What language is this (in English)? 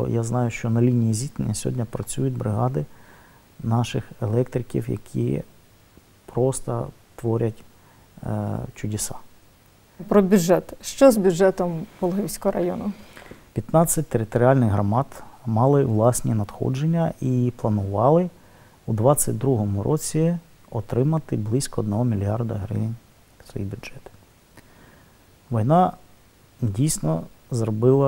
Ukrainian